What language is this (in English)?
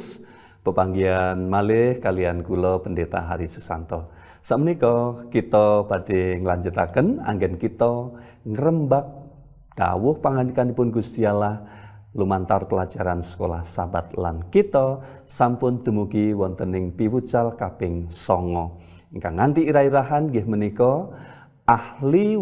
Javanese